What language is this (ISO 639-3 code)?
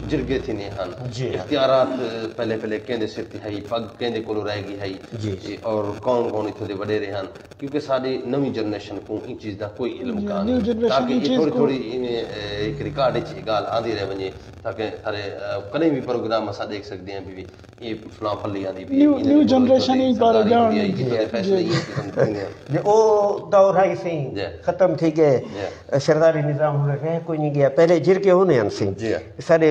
skr